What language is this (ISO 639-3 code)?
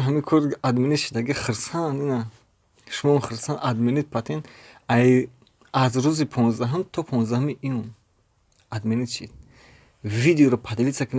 tgk